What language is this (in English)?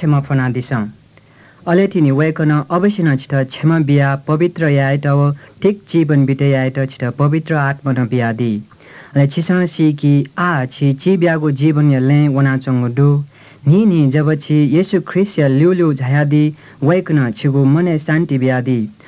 Newari